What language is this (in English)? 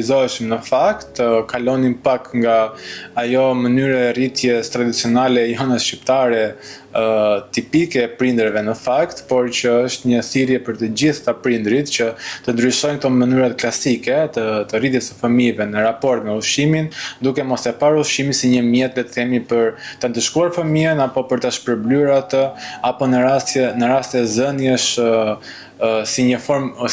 Albanian